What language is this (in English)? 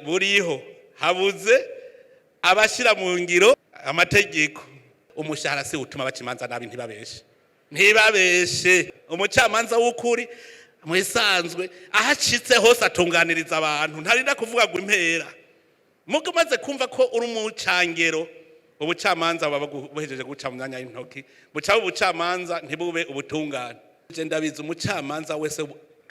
Rundi